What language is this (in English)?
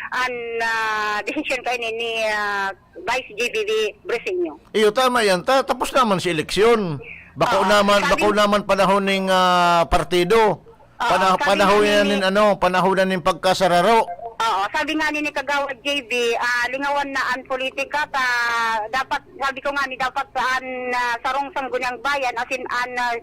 Bikol